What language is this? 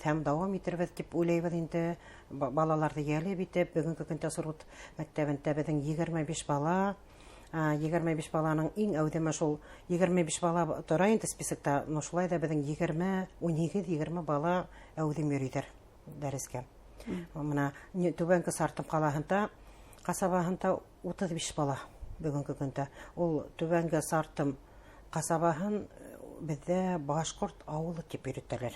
Bashkir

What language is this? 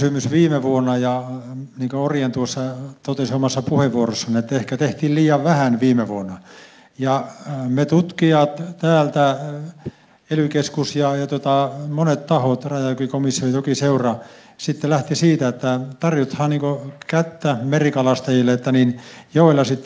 Finnish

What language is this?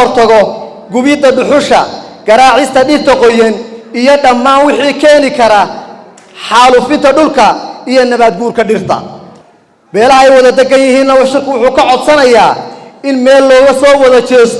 Somali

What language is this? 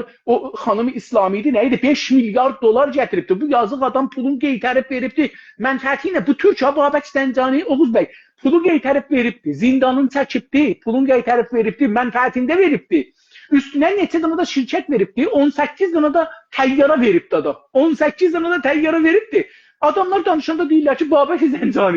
South Azerbaijani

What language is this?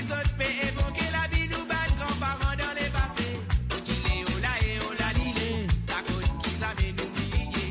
Morisyen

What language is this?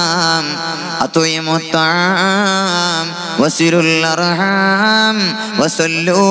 Malayalam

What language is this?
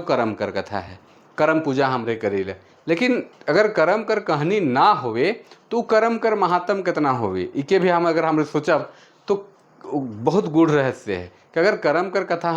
Sadri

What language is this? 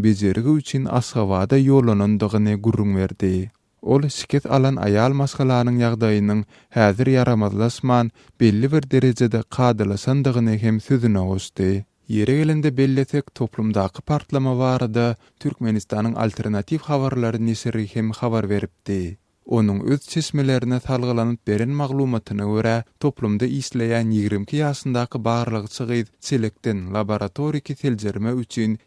Turkmen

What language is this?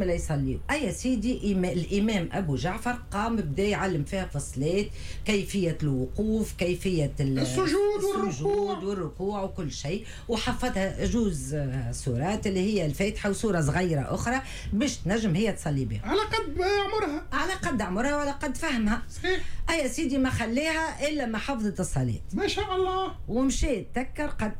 Tunisian Arabic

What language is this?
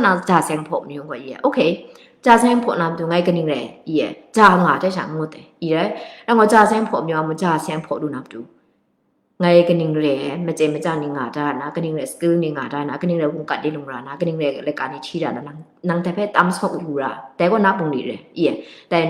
Kachin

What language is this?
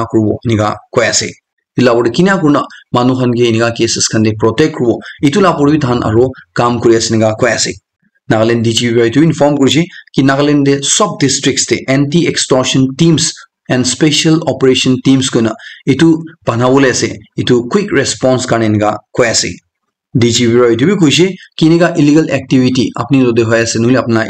Naga Pidgin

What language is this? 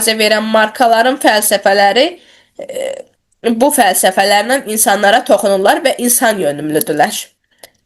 Azerbaijani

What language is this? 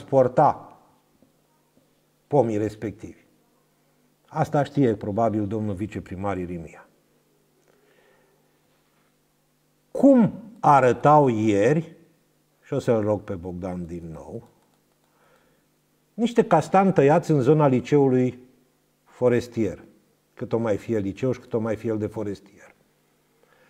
Romanian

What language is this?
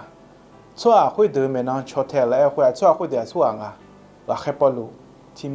Akha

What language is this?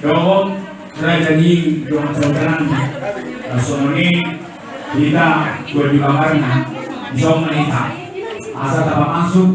Batak Toba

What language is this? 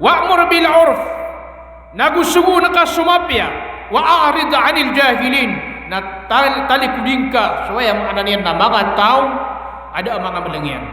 Maranao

